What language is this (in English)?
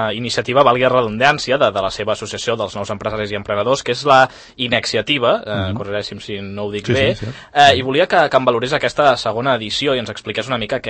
Catalan